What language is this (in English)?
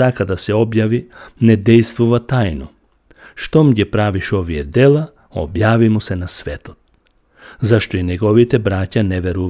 Macedonian